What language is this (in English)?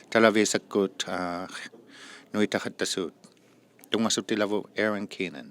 Inuktitut